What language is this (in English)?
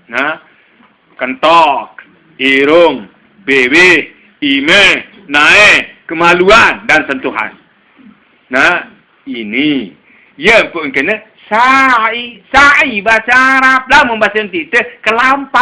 Sasak